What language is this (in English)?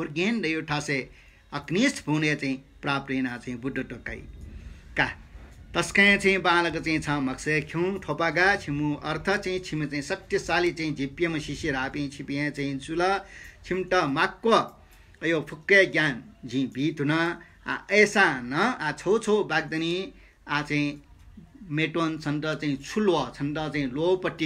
Newari